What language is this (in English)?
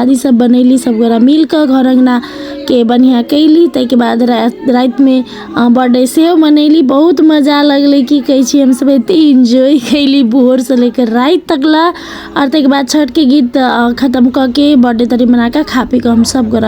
Maithili